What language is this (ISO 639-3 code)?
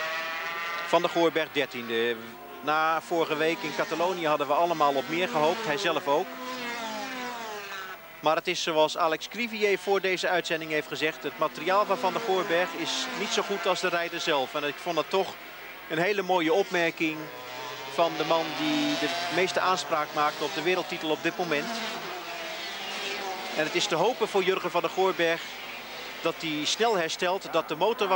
nld